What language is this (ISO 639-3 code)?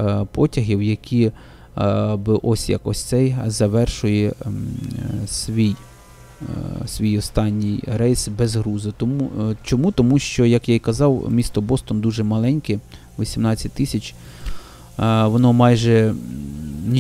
ukr